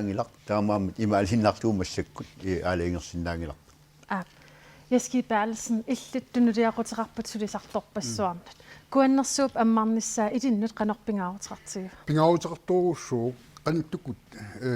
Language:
Kalaallisut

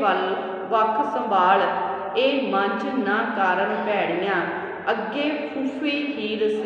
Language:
Punjabi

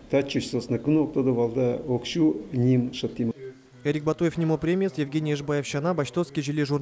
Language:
Udmurt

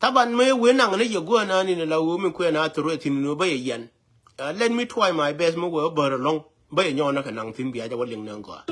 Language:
Nuer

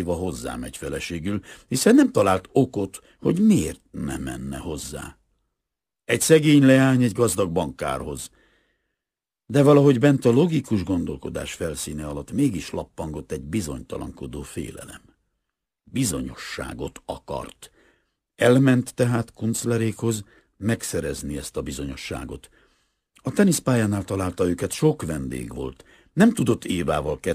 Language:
Hungarian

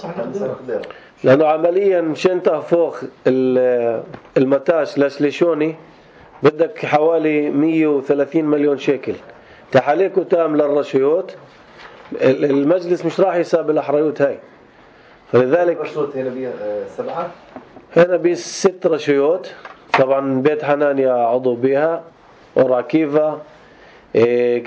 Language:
North Levantine Arabic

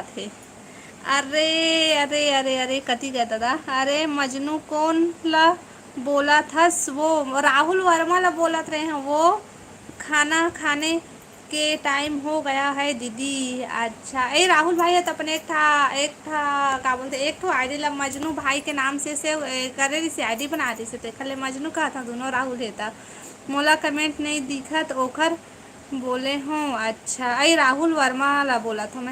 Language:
Chhattisgarhi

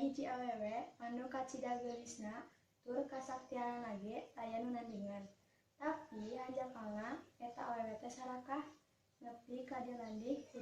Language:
Sundanese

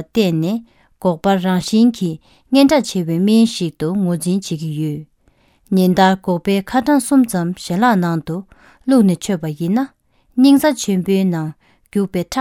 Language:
Tibetan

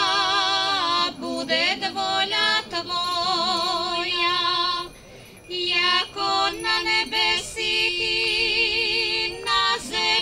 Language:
Slovak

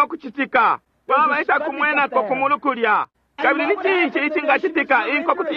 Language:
Bemba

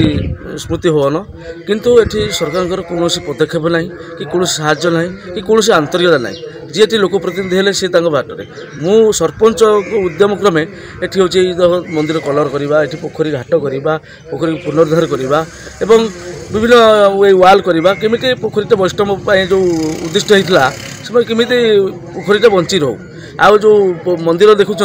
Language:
Odia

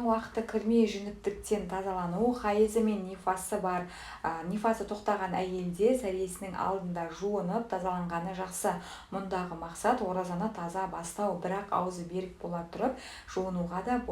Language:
Kazakh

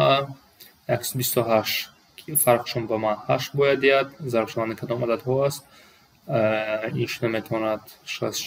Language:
Tajik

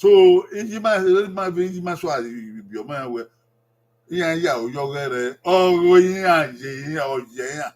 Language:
Bini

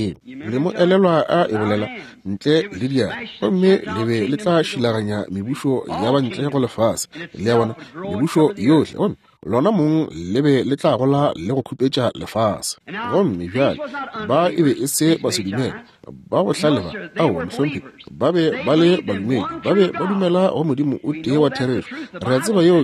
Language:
Northern Sotho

